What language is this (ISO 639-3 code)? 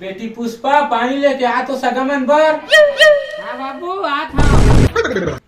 hne